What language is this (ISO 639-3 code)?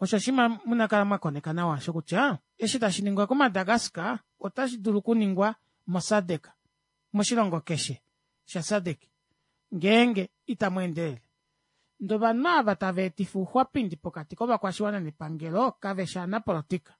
kua